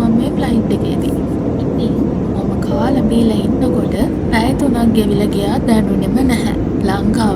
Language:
Sinhala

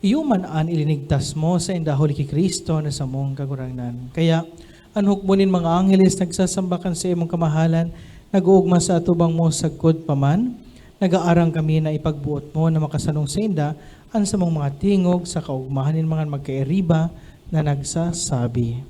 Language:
Bikol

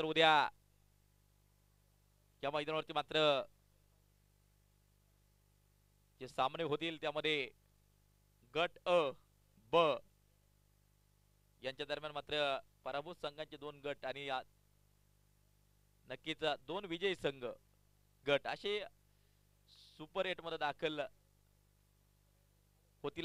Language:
Marathi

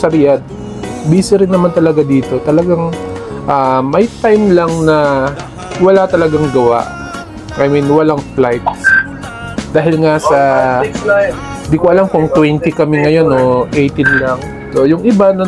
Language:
Filipino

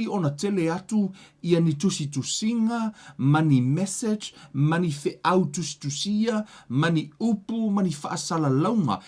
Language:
Samoan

